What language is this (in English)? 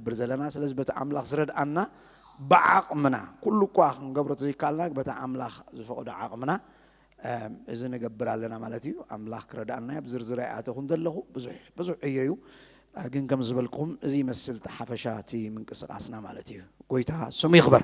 Tigrinya